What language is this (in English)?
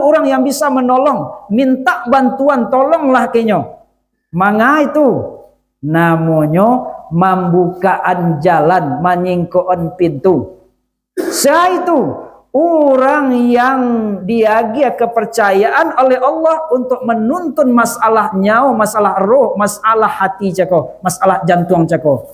Minangkabau